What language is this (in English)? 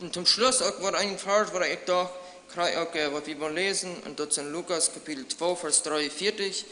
Plautdietsch